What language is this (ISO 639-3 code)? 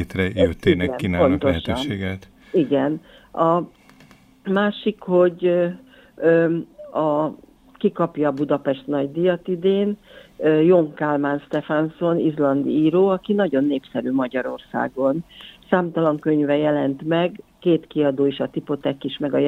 hun